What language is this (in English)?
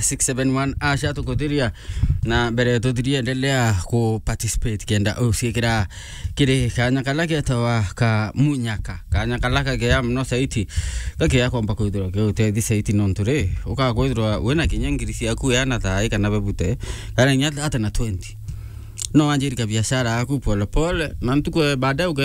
Meru